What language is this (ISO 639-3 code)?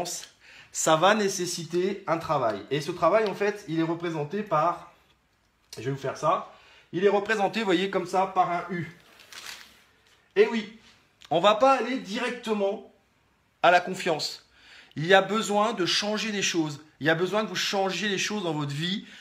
fra